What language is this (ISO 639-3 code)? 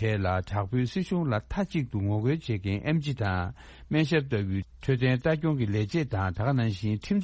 bod